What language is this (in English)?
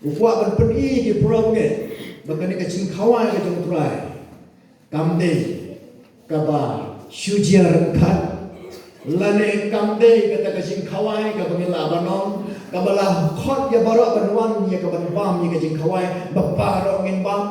Khasi